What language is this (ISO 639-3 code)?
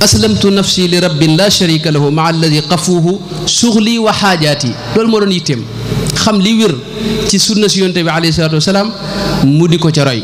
wol